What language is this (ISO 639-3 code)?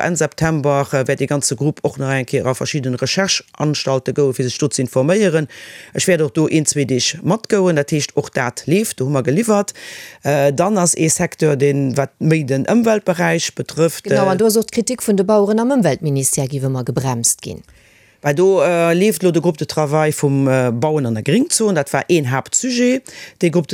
ltz